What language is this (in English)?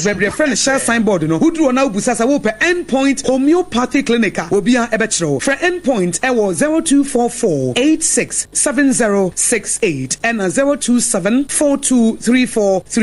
Akan